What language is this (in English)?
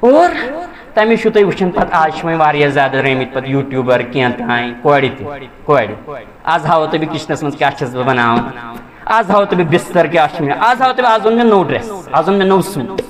Kashmiri